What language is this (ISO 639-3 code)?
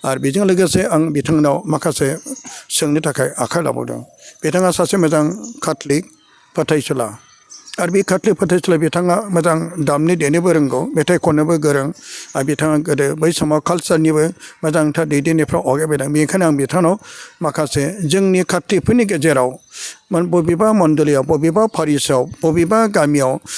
brx